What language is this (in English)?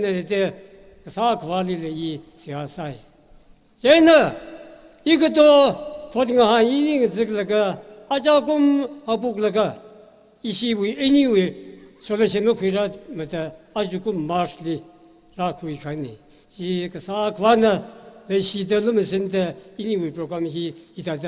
Tangkhul Naga (India)